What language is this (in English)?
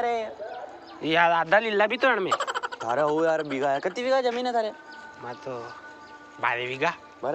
Rajasthani